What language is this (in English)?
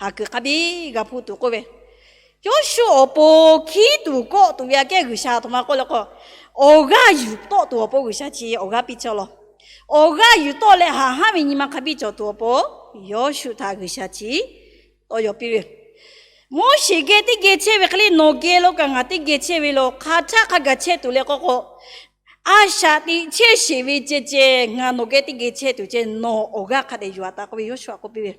Lahu